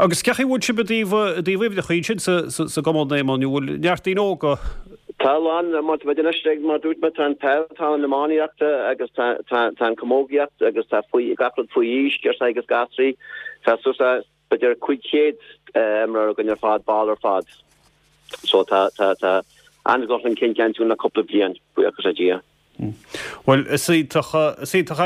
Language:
Irish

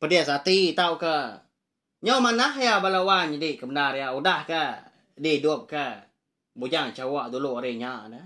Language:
Iban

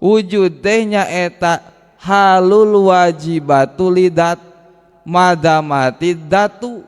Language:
Sundanese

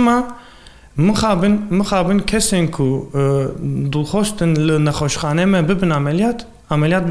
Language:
Kurdish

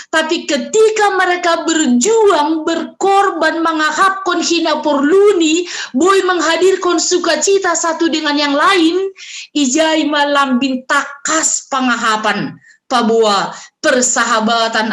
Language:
Batak Simalungun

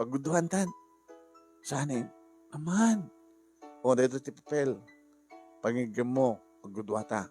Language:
Iloko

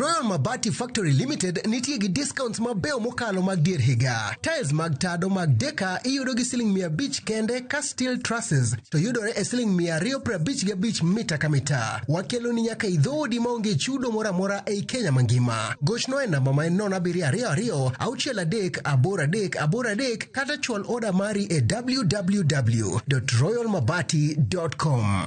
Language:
Luo (Kenya and Tanzania)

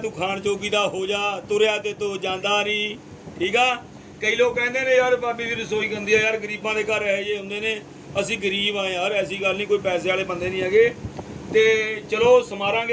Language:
Punjabi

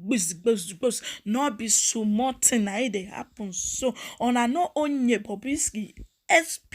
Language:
Nigerian Pidgin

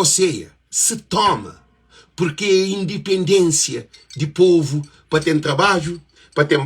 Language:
Kabuverdianu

